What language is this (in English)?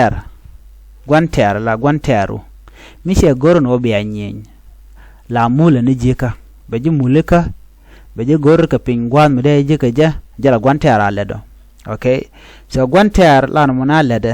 Nuer